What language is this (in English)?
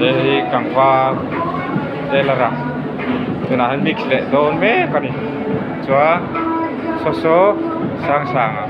Mizo